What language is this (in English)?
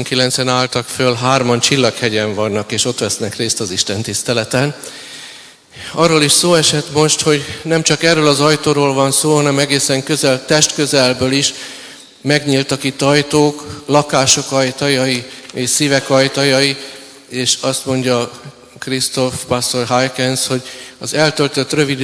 Hungarian